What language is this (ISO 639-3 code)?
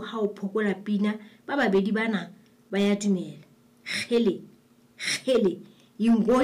sot